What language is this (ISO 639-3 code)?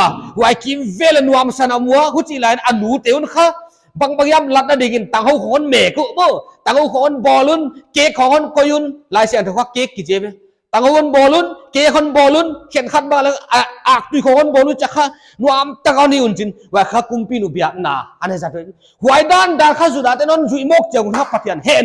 pck